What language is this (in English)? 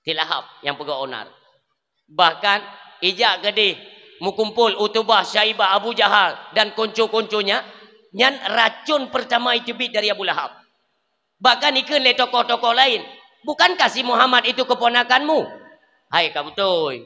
Achinese